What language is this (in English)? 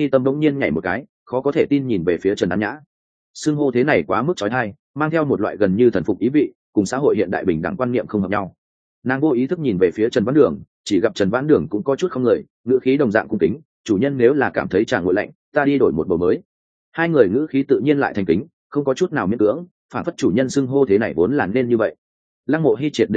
Vietnamese